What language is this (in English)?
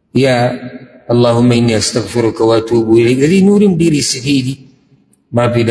Pashto